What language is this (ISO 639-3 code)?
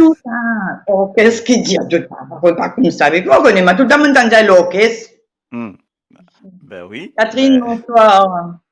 mfe